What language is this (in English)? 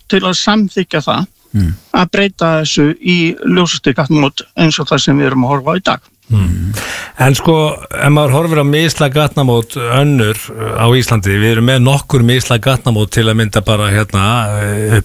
Icelandic